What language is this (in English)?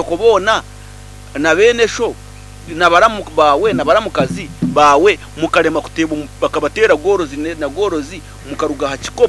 Nyankole